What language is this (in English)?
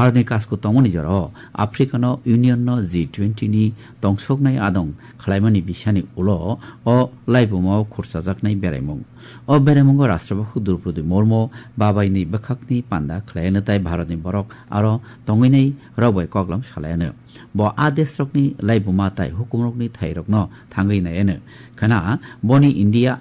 Kok Borok